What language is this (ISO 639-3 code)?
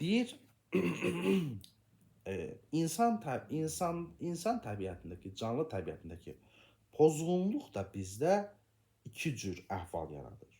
aze